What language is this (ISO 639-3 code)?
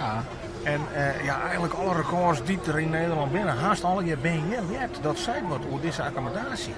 fry